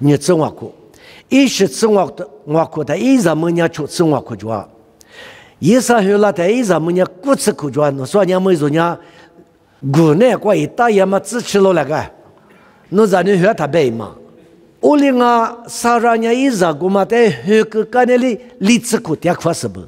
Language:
Lisu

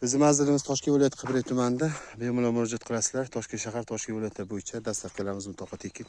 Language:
Uzbek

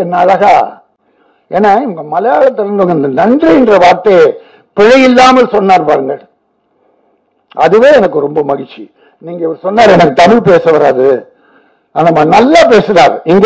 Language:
Tamil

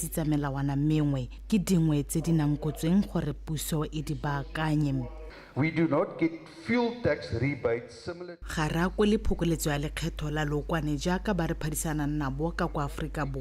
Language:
Tswana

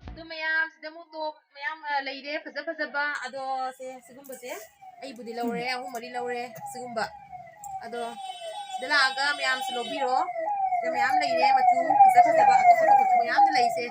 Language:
Manipuri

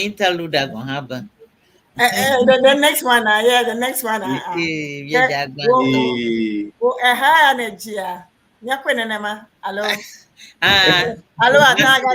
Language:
Ewe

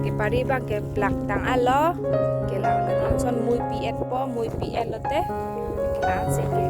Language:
Karbi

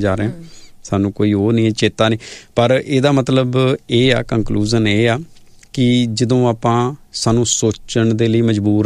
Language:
Punjabi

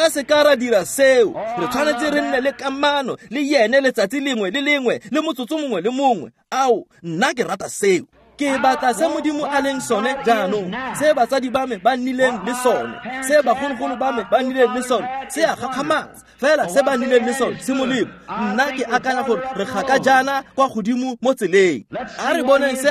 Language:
Tswana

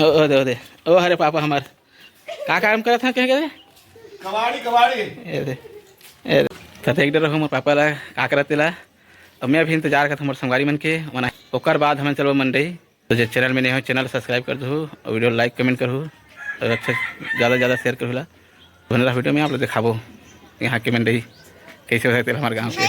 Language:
Chhattisgarhi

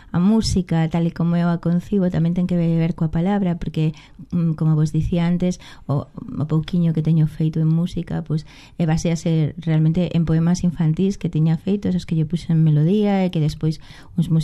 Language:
Galician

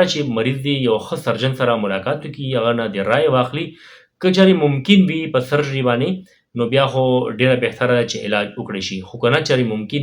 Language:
Pashto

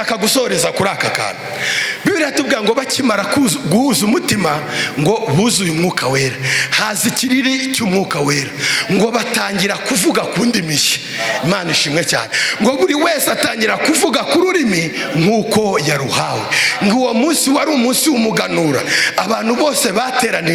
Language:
Kinyarwanda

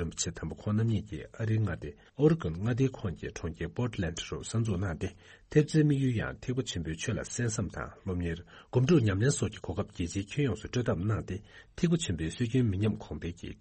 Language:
Tibetan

